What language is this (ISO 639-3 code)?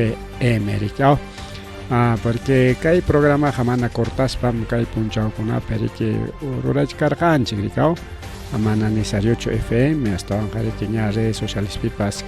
quy